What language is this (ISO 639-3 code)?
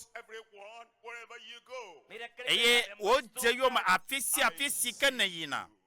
ewe